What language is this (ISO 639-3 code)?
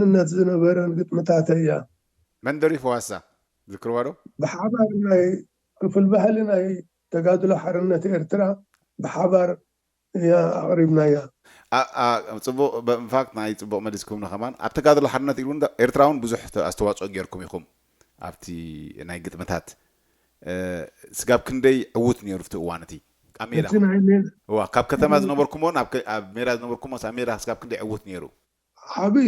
tir